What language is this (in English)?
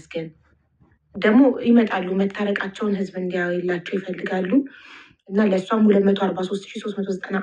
Amharic